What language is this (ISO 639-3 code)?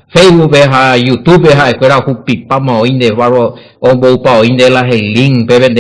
grn